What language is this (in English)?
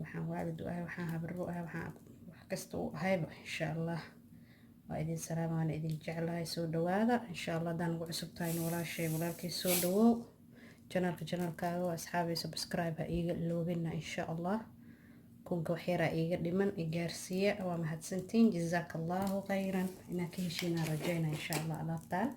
Somali